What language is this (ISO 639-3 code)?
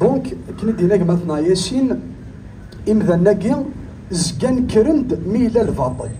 kab